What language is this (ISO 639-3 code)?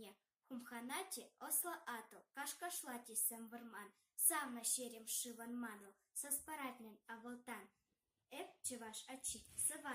chv